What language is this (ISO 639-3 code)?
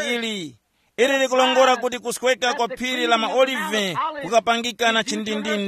tum